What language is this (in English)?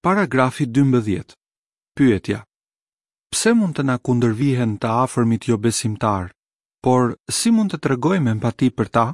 Albanian